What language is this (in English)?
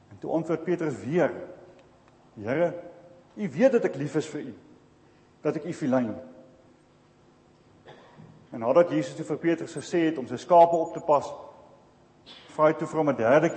Afrikaans